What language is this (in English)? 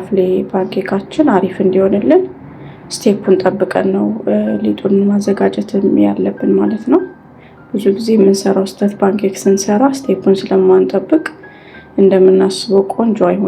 Amharic